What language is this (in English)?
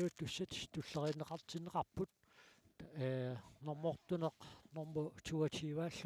Kalaallisut